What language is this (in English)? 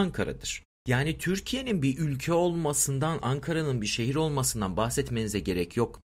Turkish